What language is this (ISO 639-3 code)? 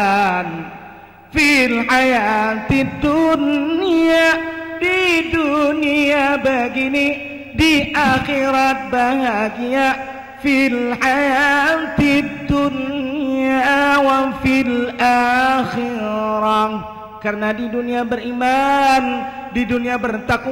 bjn